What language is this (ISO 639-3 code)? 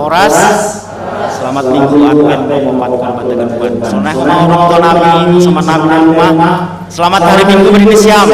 bts